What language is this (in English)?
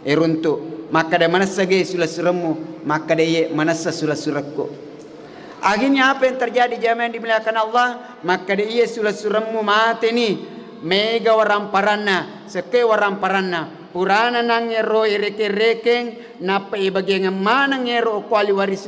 Buginese